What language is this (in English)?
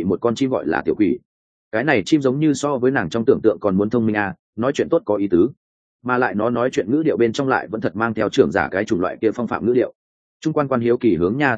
Vietnamese